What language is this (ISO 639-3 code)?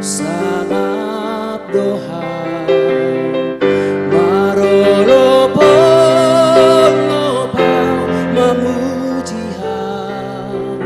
bts